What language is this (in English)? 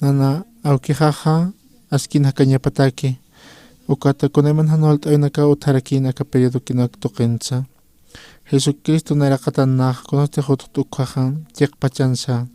Aymara